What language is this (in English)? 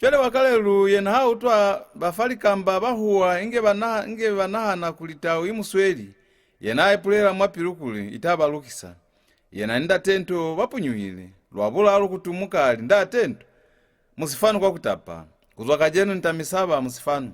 Lozi